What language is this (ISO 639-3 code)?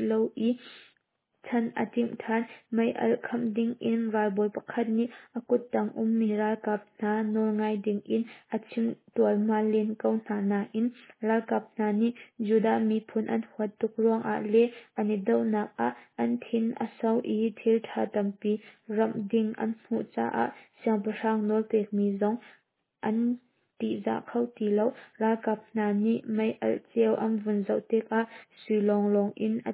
cnh